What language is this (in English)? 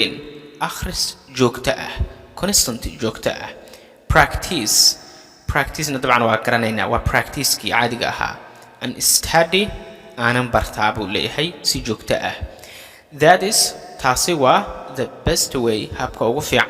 Somali